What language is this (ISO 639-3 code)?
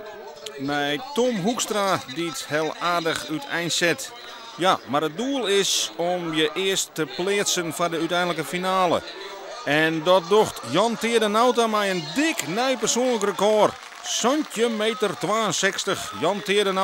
fry